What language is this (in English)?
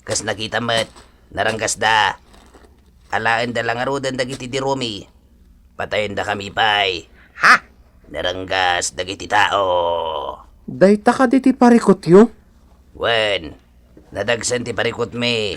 Iloko